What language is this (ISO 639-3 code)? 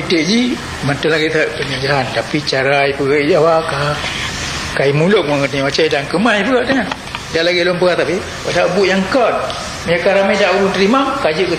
ace